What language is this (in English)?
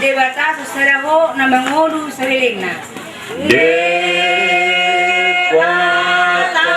Batak Toba